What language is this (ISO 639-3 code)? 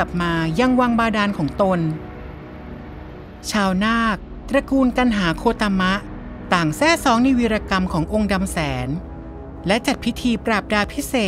tha